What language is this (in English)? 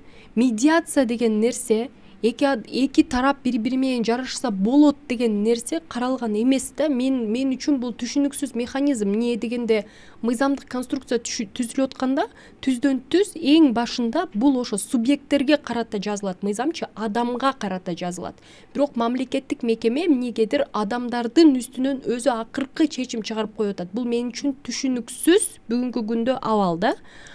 Kyrgyz